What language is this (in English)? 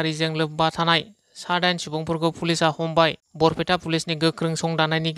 Bodo